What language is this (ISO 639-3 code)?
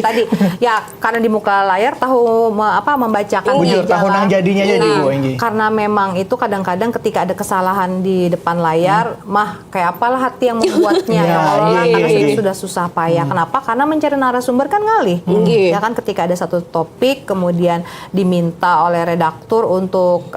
bjn